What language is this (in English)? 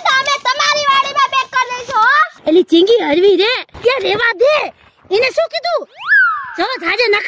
Gujarati